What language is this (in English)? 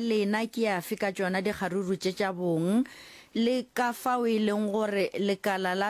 Northern Sotho